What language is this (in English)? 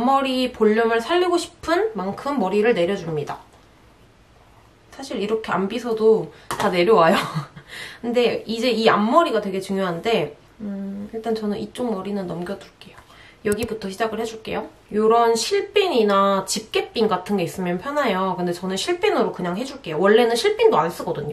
Korean